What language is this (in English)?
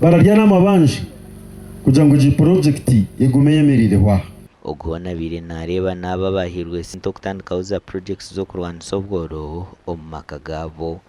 Nyankole